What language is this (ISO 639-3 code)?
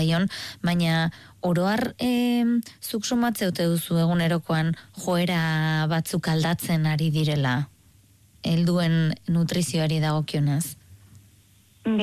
eus